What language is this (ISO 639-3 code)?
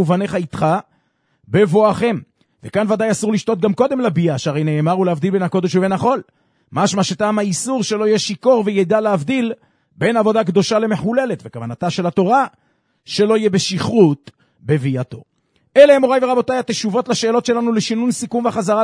heb